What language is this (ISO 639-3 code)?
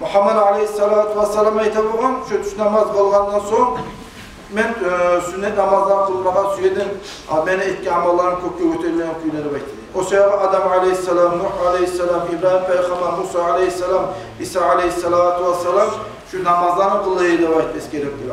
kum